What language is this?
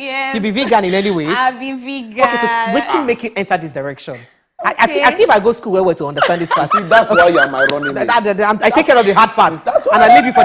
Nigerian Pidgin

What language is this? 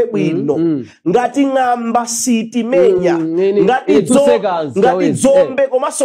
Nyanja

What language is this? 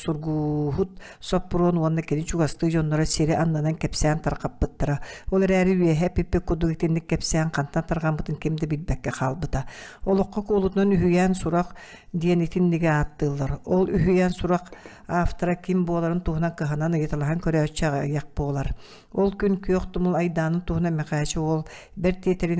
Yakut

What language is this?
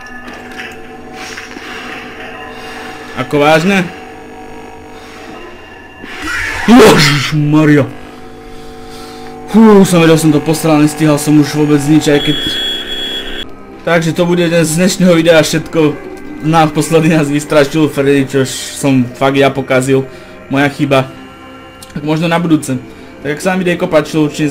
Slovak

